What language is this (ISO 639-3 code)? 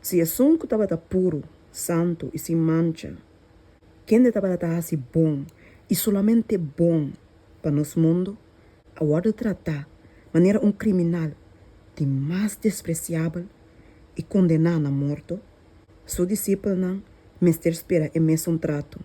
pap